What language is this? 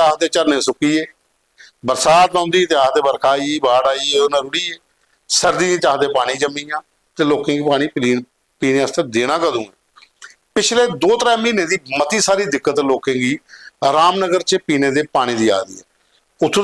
Dogri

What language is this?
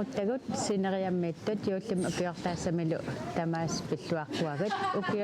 Kalaallisut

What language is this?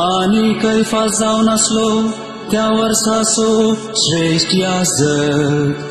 Konkani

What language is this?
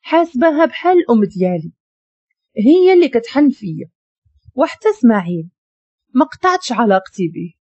Moroccan Arabic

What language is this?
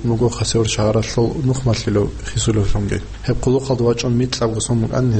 Avaric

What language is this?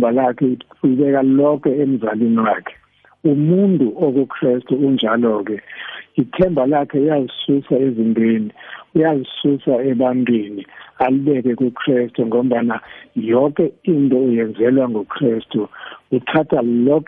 South Ndebele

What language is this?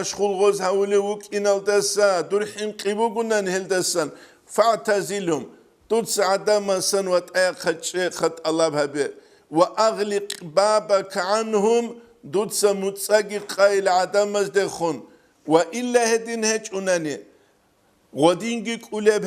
Avaric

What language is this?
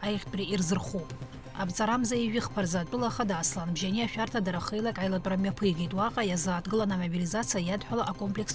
Abkhazian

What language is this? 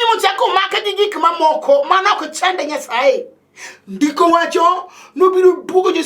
Luo (Kenya and Tanzania)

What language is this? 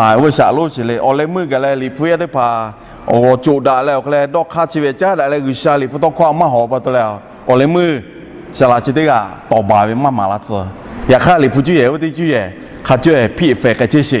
Lahu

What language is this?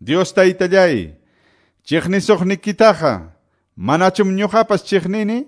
Quechua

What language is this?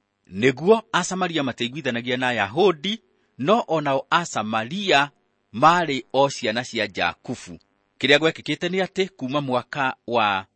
Kikuyu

